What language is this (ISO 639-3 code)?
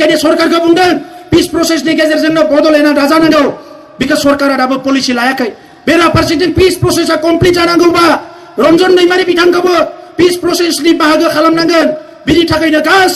brx